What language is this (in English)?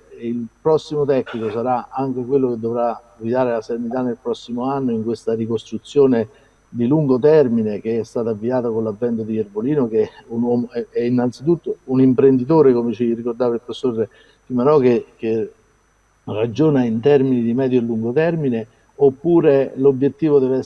Italian